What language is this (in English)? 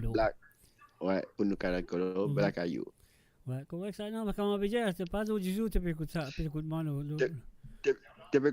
Morisyen